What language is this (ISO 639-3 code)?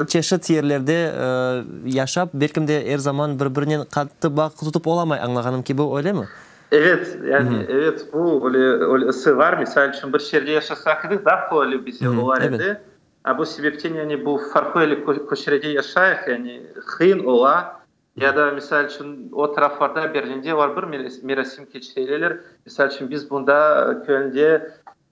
crh